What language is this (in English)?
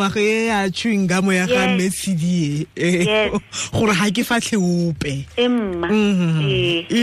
Tswana